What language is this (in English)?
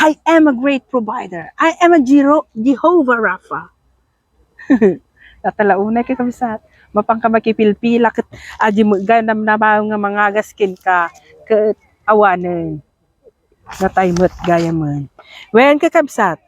Iloko